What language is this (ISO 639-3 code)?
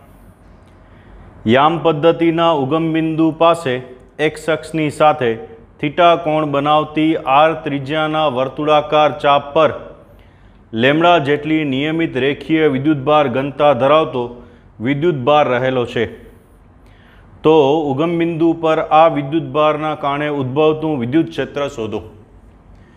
guj